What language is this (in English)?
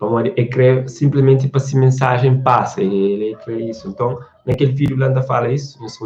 Kabuverdianu